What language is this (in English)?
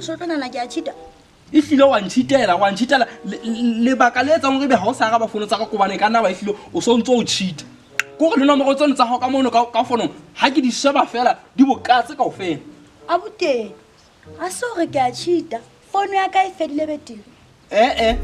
Southern Sotho